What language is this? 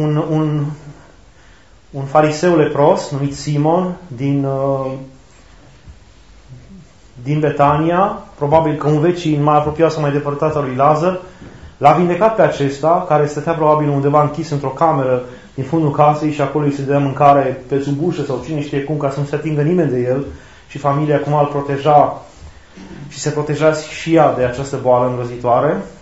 Romanian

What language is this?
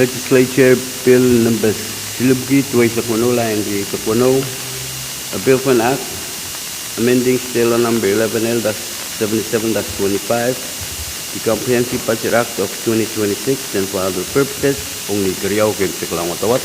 Pohnpeian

